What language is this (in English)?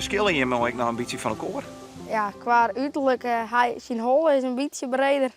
Western Frisian